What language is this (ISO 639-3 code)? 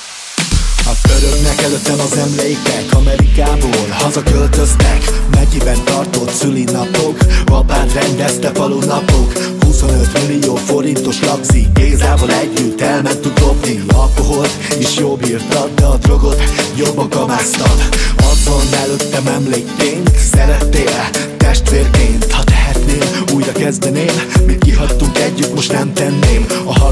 hun